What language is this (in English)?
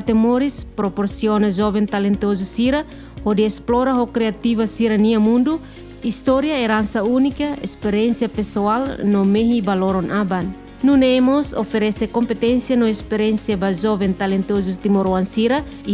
Tetum